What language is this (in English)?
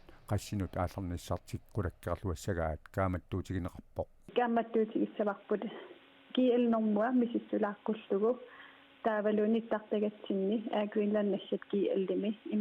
Kalaallisut